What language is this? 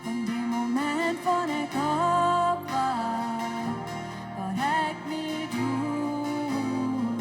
Plautdietsch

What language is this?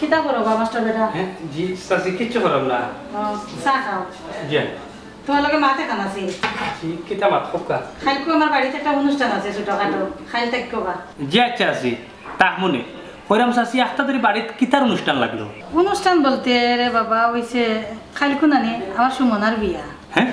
Sylheti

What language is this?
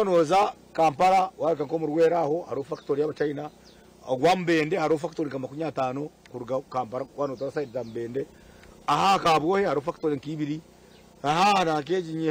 Nyankole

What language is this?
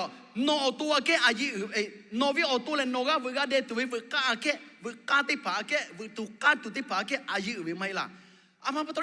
Lahu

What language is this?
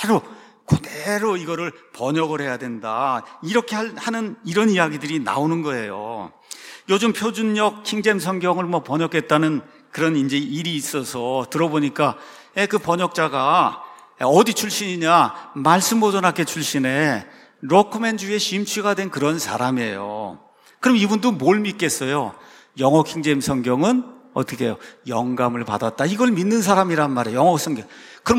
Korean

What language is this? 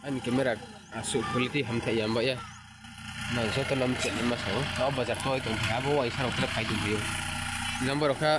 Riang (India)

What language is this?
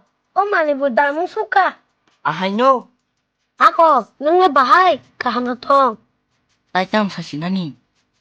Kok Borok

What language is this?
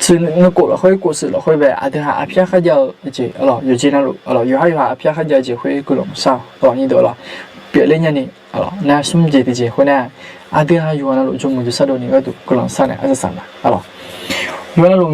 Akha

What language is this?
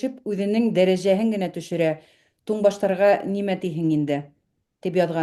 Bashkir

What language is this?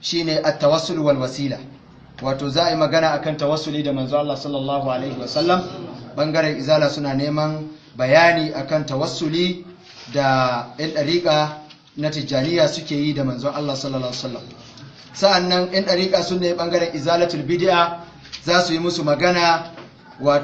Hausa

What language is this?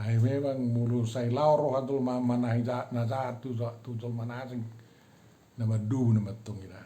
Batak Toba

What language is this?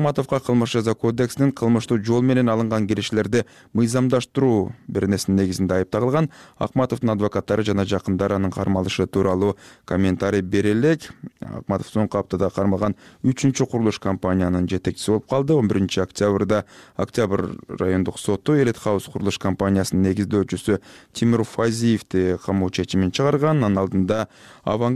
Kyrgyz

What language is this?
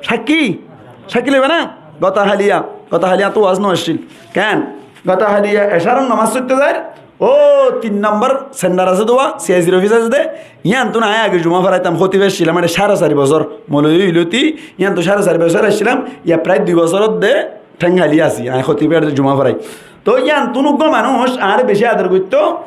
Rohingya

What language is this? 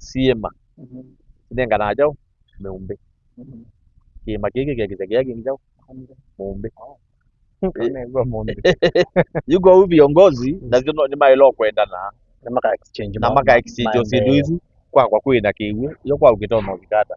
Kamba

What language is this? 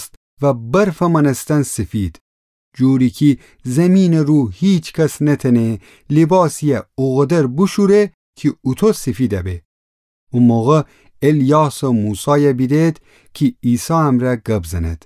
Gilaki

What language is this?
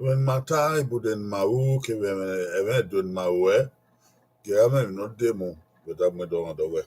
Bini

